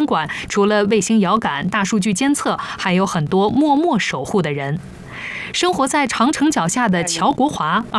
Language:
Chinese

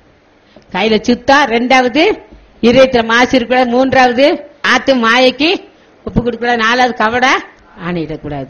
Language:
Tamil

